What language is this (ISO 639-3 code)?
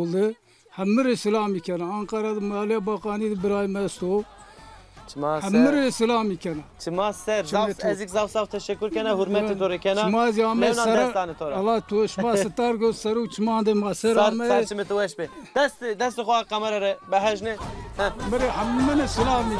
zza